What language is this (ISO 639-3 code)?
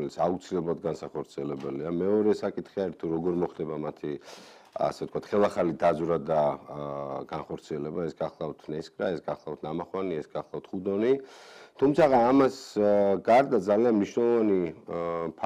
kat